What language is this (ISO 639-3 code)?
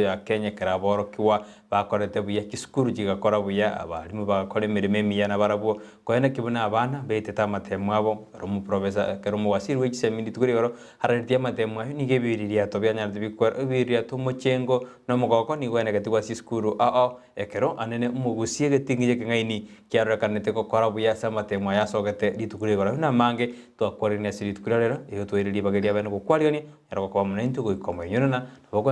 guz